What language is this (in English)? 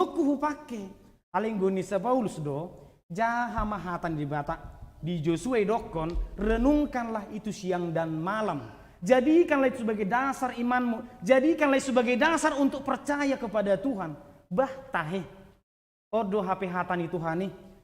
Batak Toba